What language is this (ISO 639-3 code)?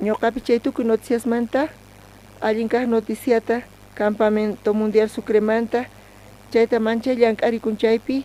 quh